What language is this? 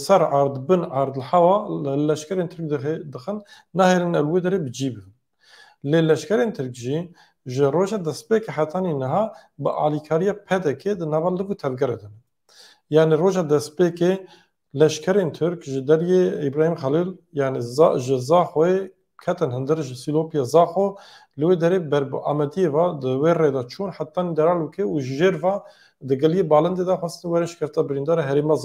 Kurdish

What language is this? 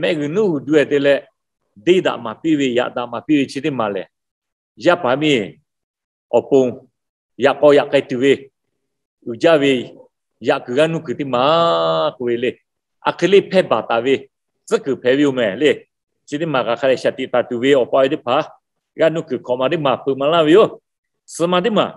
Lahu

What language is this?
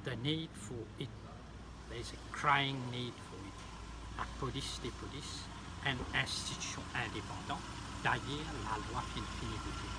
Morisyen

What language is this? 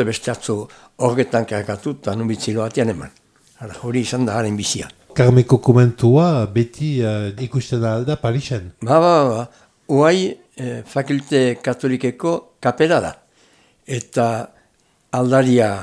Basque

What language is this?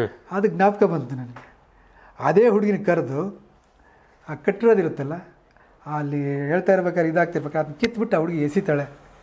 Kannada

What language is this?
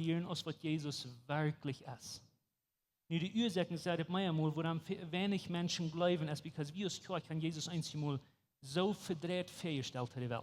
Plautdietsch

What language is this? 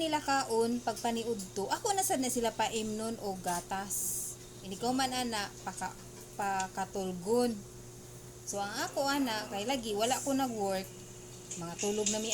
Cebuano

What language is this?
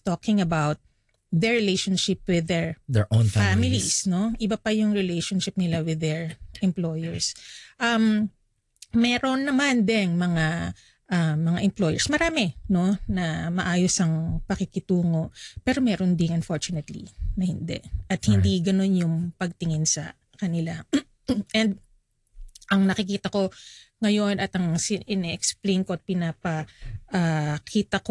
Filipino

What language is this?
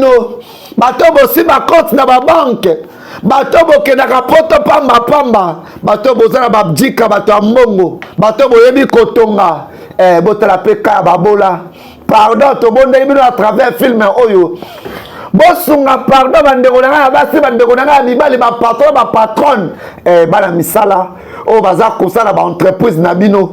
Lingala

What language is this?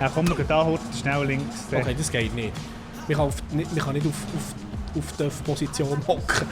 Swiss German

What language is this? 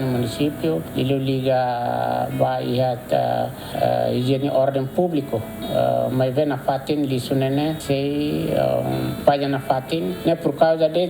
Tetum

